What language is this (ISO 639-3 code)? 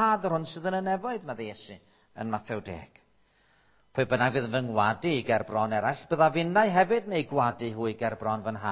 cym